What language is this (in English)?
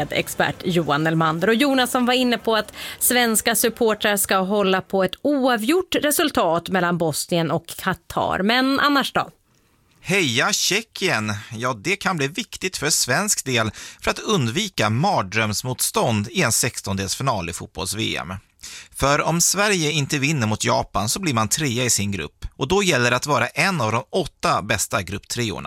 Swedish